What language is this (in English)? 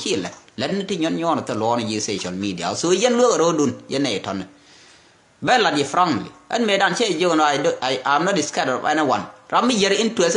Nuer